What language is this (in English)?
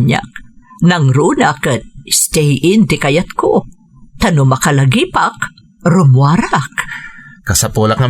Iloko